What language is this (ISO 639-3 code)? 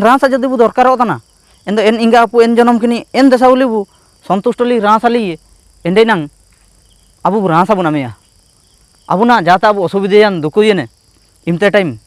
hoc